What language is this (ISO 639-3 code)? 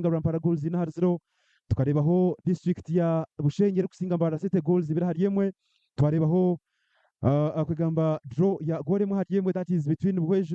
nyn